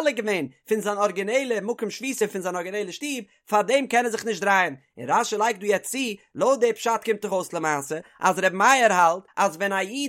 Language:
Yiddish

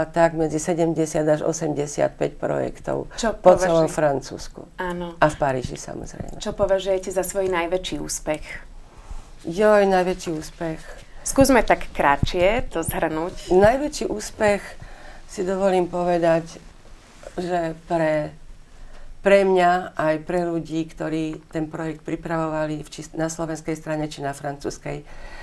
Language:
Slovak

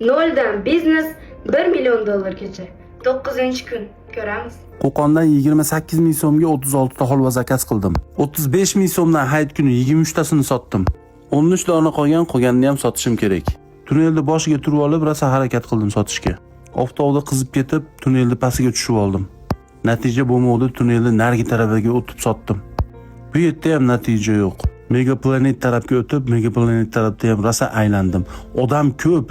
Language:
Uzbek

